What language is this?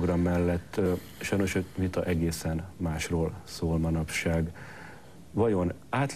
Hungarian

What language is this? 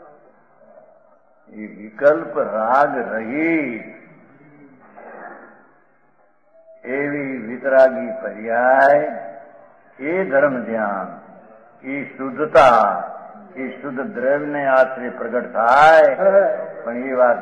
Gujarati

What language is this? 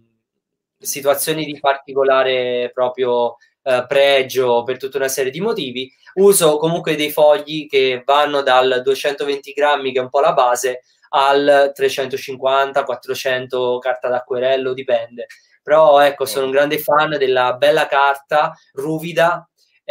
Italian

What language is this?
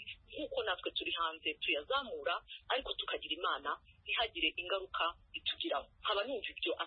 Kinyarwanda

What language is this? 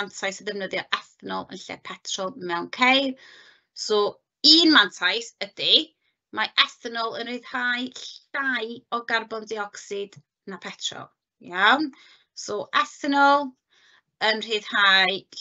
Welsh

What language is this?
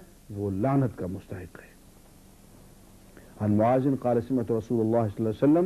Urdu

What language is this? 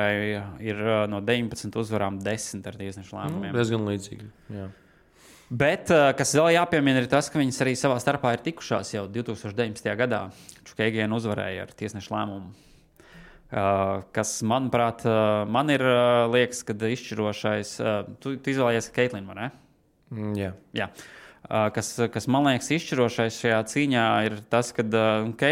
Latvian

